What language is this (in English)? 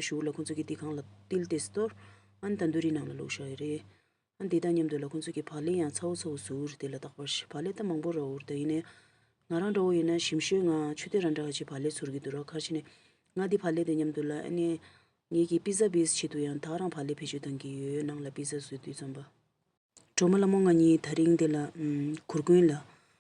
Tibetan